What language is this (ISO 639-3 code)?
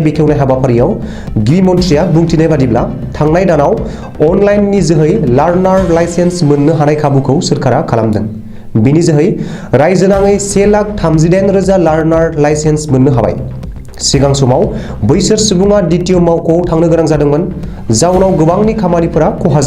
brx